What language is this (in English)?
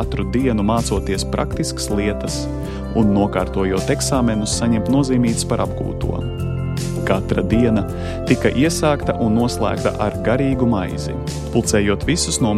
Latvian